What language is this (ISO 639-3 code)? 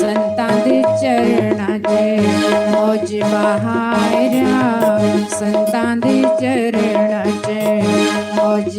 doi